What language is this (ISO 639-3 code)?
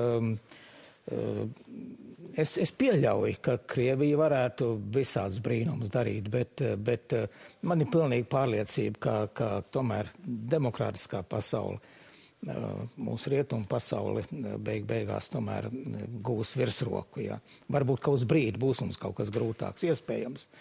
lav